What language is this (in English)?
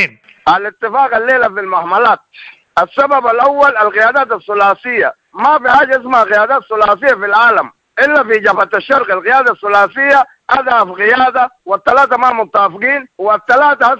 Sudanese Arabic